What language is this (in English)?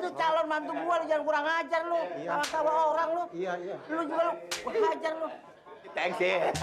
Betawi